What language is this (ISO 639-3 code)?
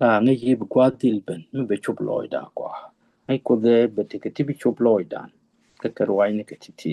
nus